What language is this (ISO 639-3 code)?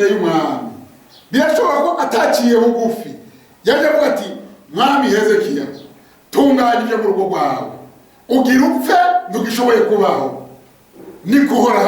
run